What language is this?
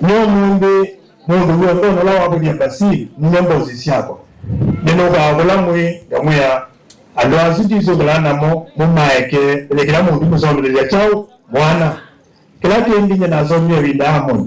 Kamba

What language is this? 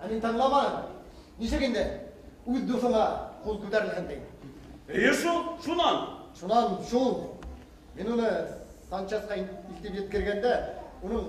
Bashkir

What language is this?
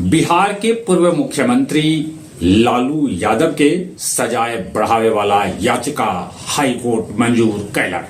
Magahi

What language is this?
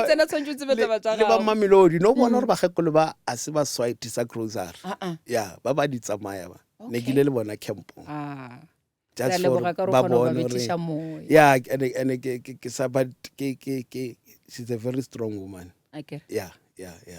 Northern Sotho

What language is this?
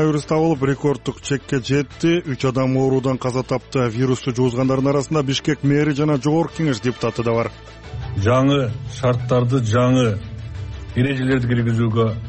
Kyrgyz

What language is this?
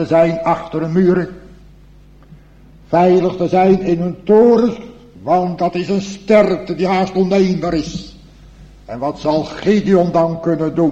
Dutch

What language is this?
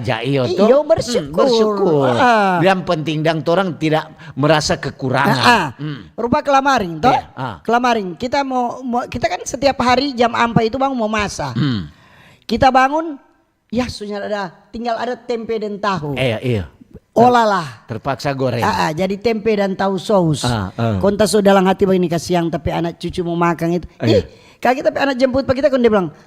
Manado Malay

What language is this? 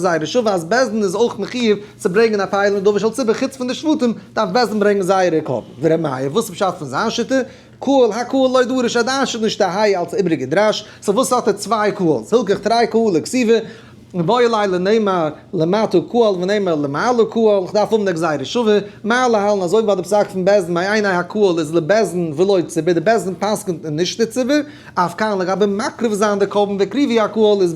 Yiddish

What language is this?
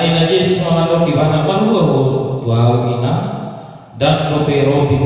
Batak Toba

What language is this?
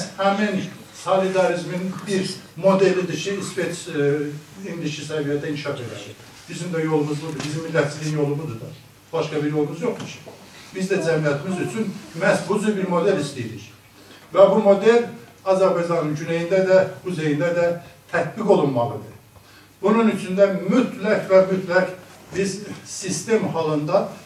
South Azerbaijani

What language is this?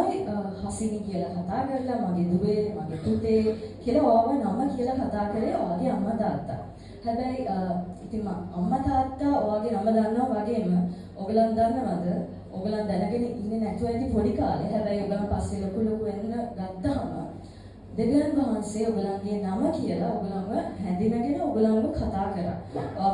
Sinhala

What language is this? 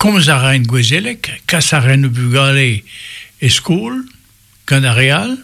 Breton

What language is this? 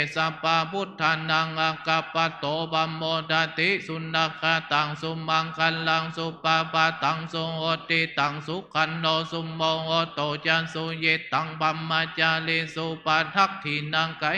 Pali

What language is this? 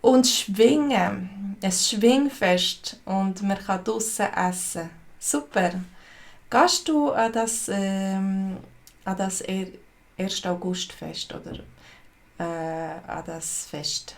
Swiss German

